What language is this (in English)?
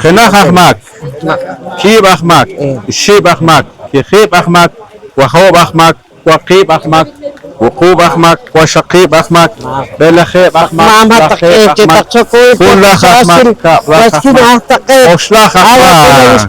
Poqomchi'